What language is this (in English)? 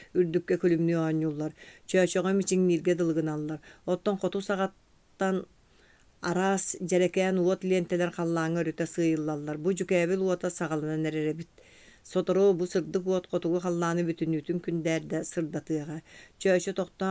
Yakut